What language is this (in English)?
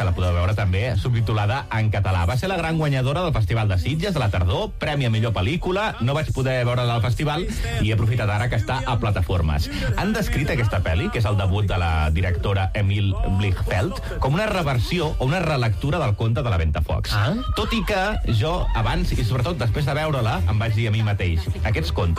Catalan